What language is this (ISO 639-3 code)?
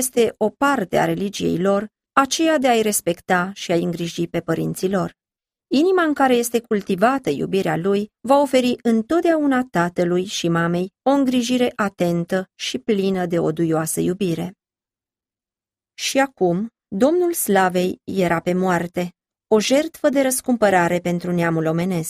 ron